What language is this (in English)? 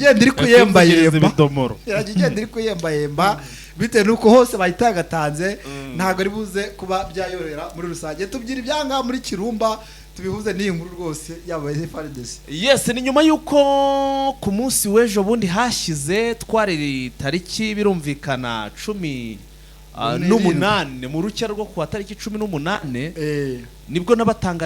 Kinyarwanda